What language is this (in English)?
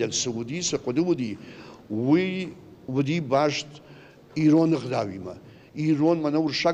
Ossetic